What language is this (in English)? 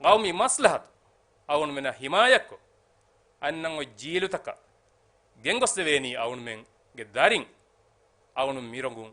Divehi